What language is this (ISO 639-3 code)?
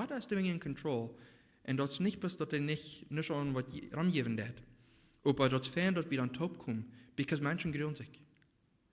pdt